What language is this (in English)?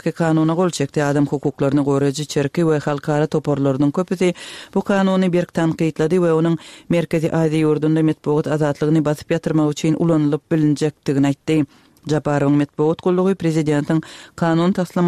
Turkmen